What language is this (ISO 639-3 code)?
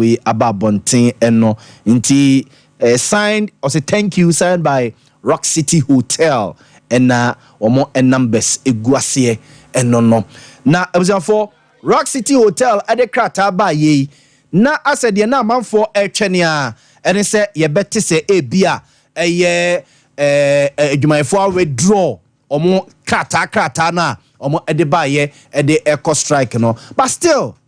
aka